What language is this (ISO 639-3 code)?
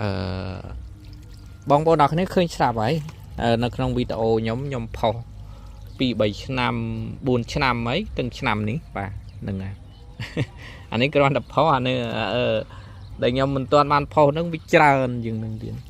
khm